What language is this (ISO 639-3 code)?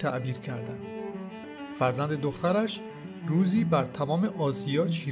fas